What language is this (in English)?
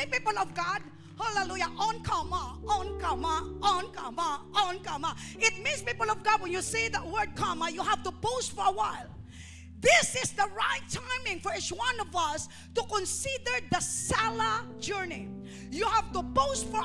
Hiligaynon